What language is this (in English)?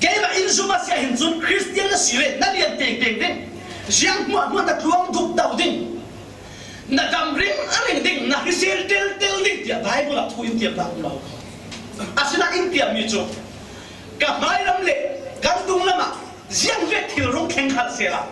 Falam Chin